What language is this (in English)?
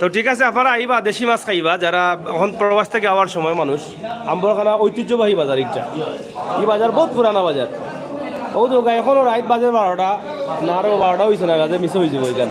Sylheti